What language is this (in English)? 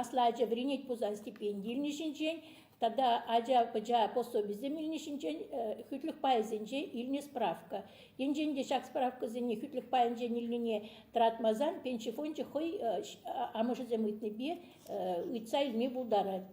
Chuvash